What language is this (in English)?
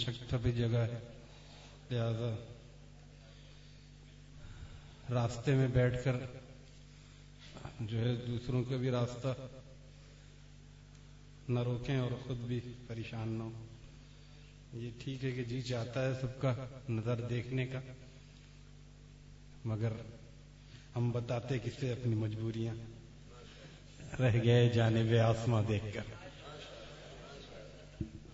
Urdu